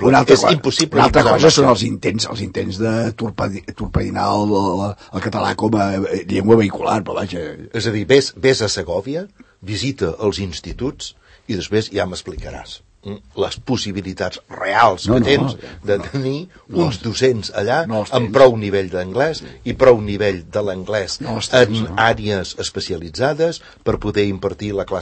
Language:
Catalan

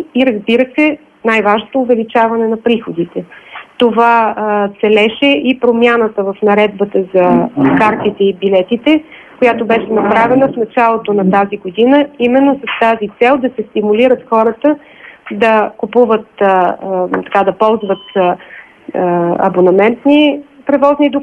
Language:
Bulgarian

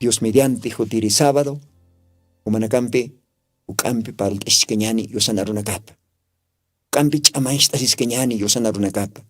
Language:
Aymara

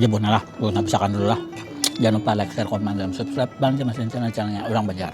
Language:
Banjar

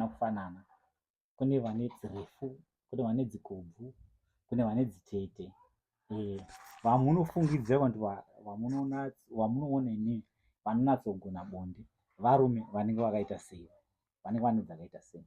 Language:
Shona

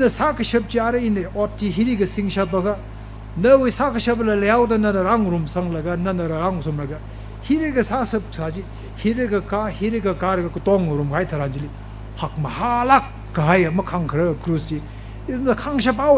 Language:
Tangkhul Naga (India)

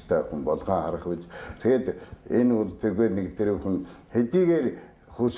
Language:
Mongolian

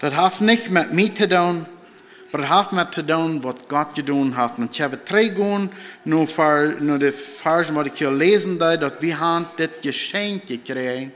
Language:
Plautdietsch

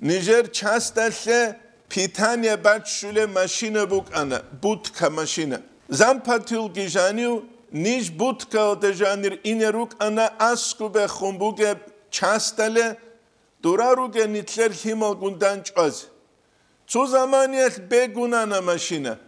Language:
Avaric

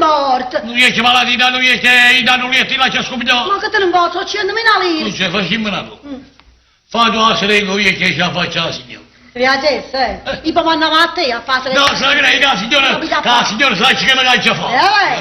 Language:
Neapolitan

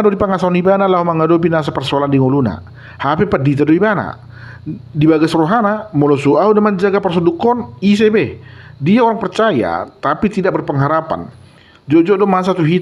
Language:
Batak Toba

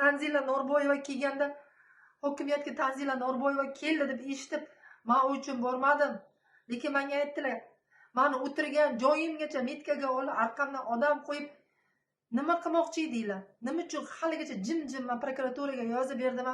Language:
Uzbek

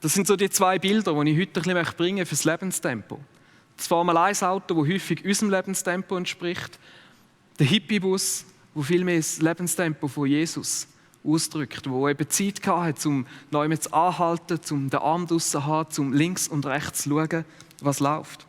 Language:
Swiss German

